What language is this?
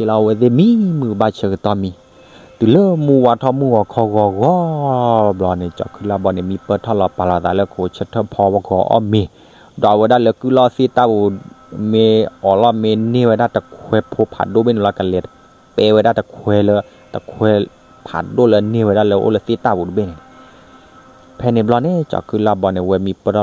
S'gaw Karen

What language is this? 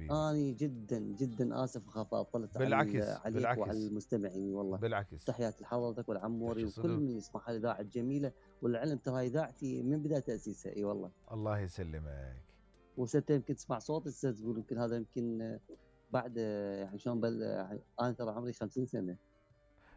Mesopotamian Arabic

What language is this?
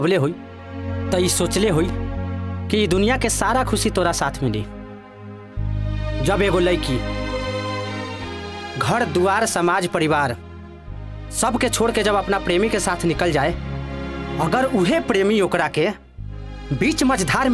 Bhojpuri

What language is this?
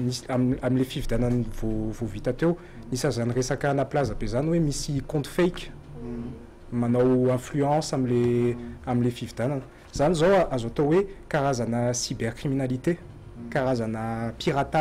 Malagasy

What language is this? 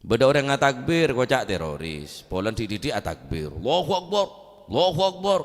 Madurese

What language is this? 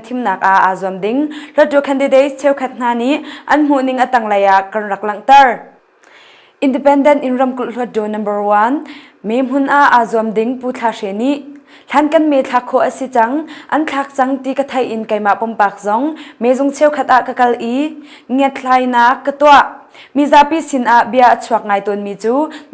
Hakha Chin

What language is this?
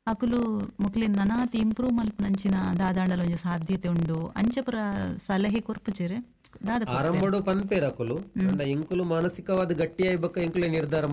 Tulu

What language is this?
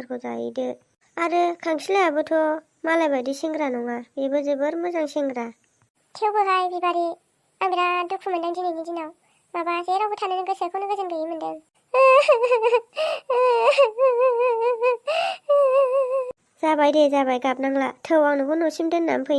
Bodo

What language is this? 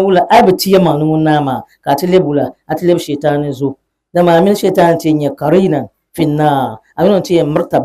Dagbani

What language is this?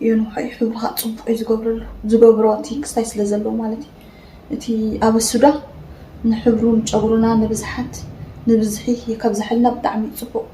Tigrinya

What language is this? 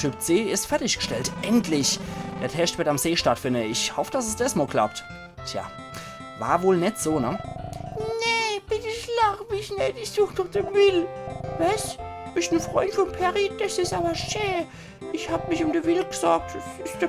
Palatine German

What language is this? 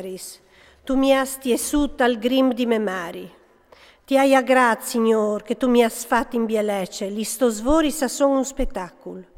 Friulian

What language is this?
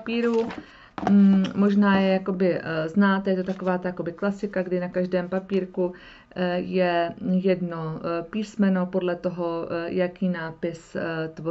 Czech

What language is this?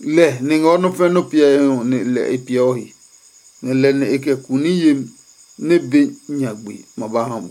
Adangme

